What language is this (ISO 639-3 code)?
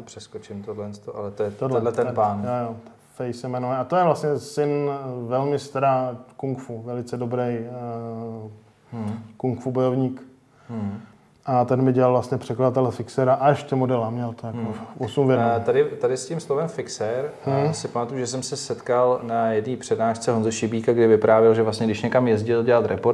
ces